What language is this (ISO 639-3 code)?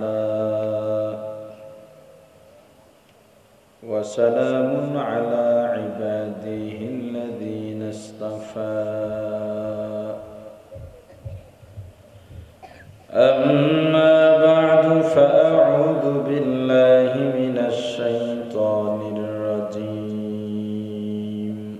ben